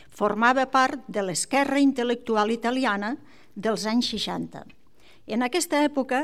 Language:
Catalan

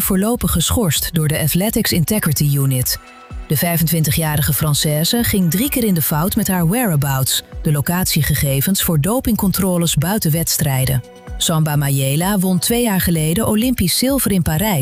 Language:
Dutch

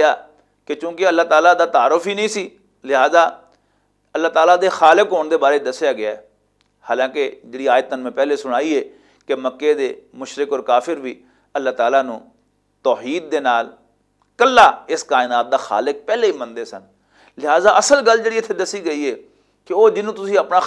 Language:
Western Panjabi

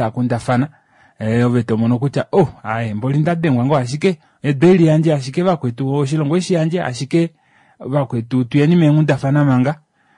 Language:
Kuanyama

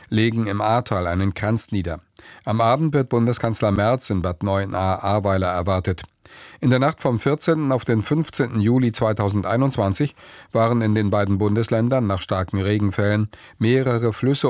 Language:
German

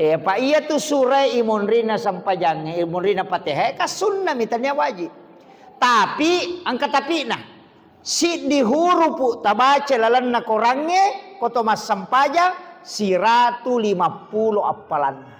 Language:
Buginese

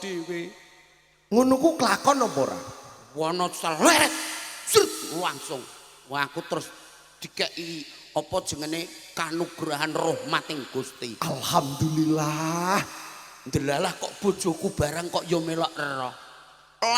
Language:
Javanese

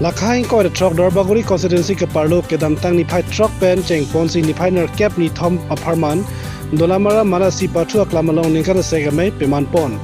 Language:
Karbi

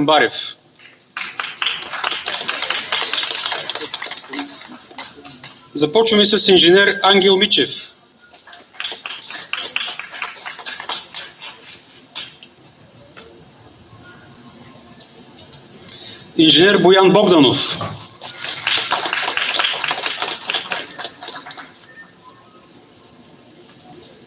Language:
Bulgarian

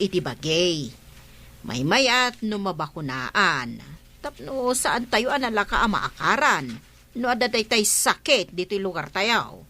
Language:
Iloko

